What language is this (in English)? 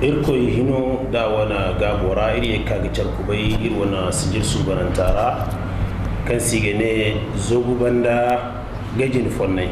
Zarma